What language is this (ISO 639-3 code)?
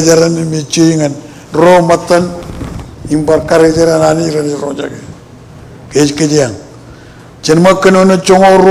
mah